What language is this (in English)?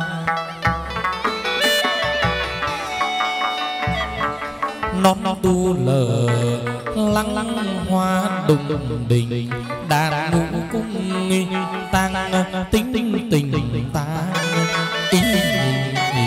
Vietnamese